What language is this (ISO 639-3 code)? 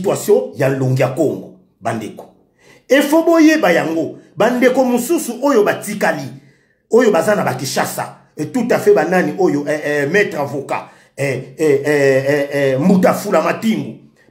lin